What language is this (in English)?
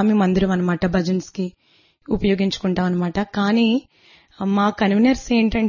Telugu